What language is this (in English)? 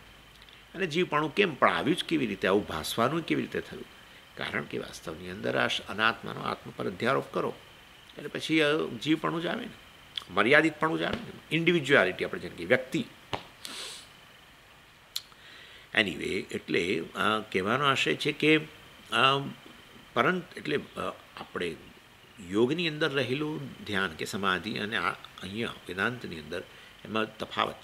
Gujarati